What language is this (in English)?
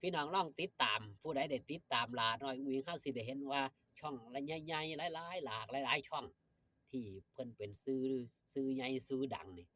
Northeastern Thai